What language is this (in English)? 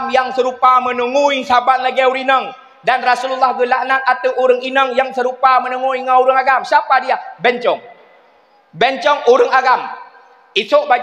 Achinese